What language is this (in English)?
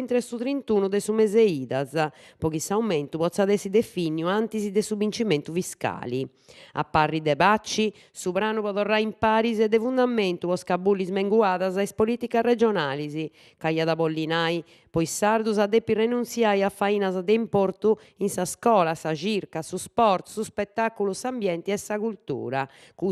Sardinian